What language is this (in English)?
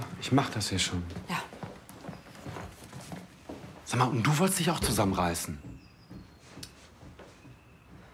German